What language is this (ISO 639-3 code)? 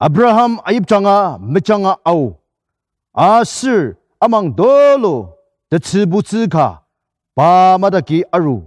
njo